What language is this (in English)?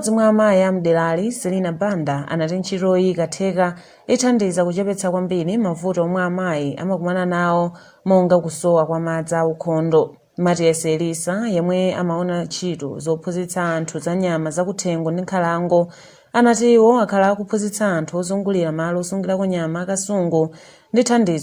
Nyanja